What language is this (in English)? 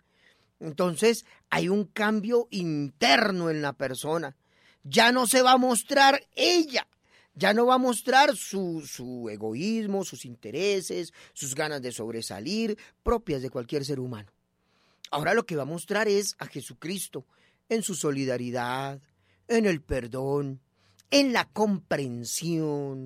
Spanish